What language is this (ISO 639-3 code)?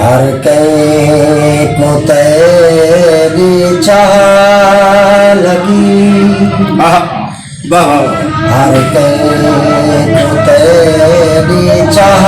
skr